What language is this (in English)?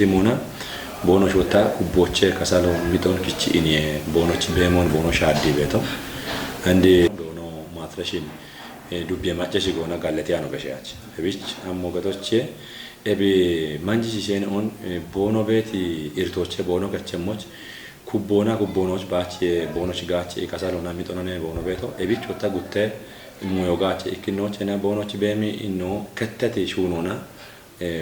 Kafa